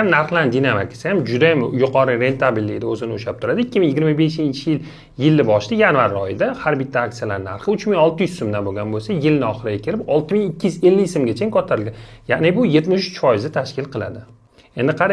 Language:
Uzbek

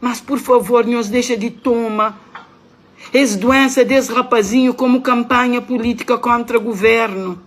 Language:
Kabuverdianu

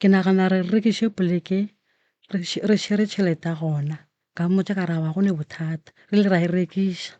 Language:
Northern Sotho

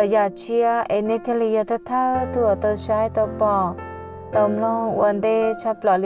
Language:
Hmong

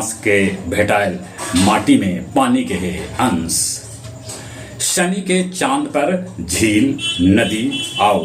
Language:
Magahi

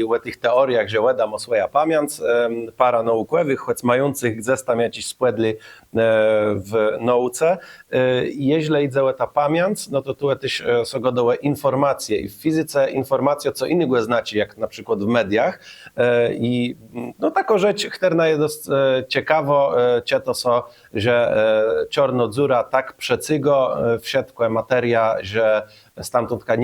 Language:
Kashubian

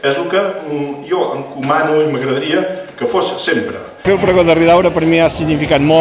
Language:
Catalan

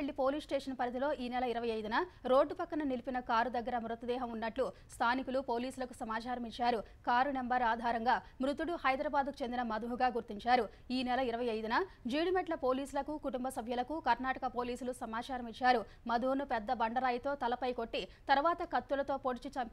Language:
Telugu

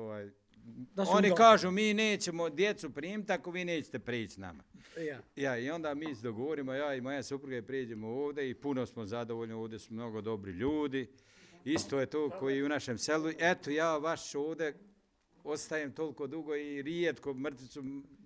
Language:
Bosnian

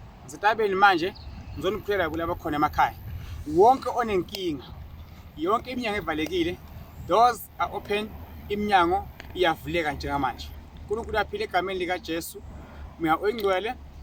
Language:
Zulu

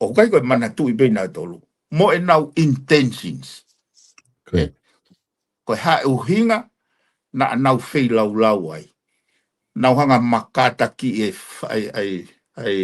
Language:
Tongan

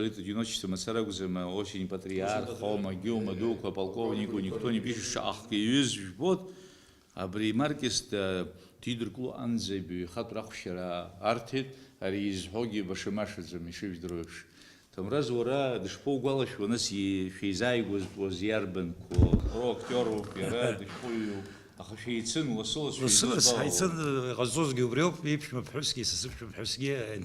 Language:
Abkhazian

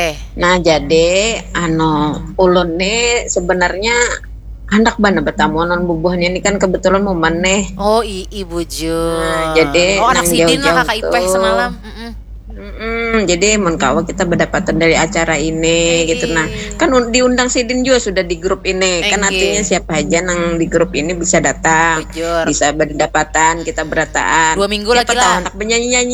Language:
Banjar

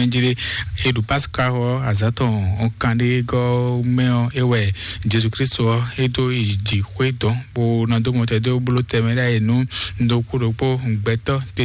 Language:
Fon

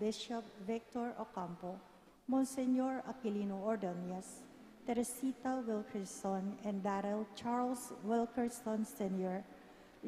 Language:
Pampanga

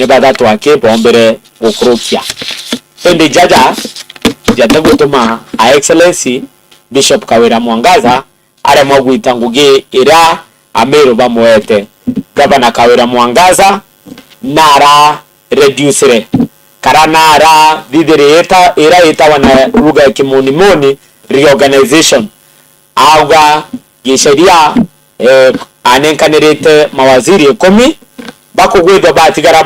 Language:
Meru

